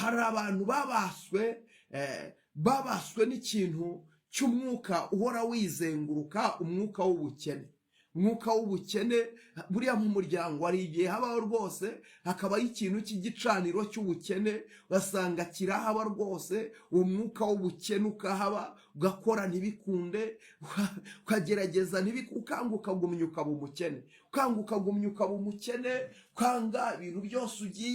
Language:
Kinyarwanda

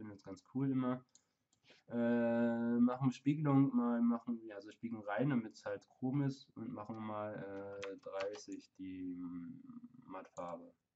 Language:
German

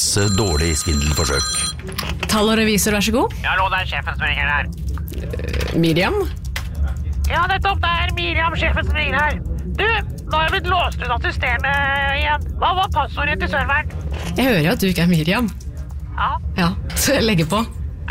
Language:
Norwegian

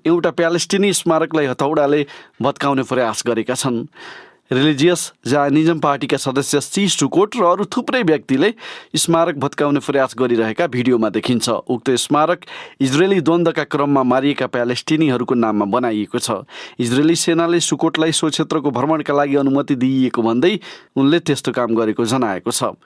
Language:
Nepali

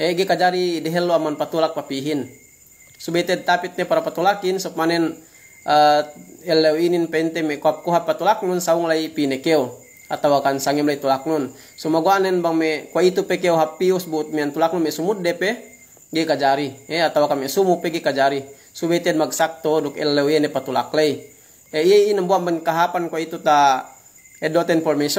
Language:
Yakan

